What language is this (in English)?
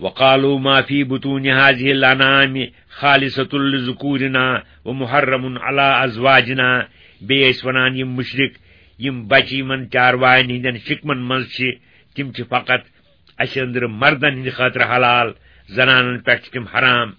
Kashmiri